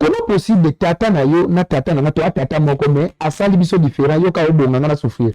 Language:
Lingala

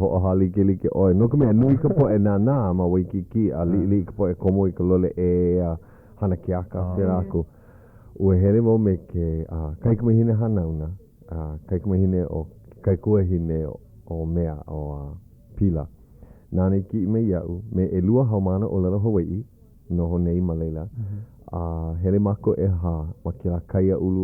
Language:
Hawaiian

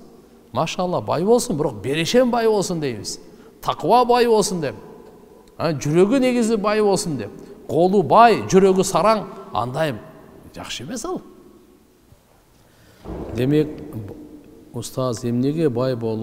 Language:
Kyrgyz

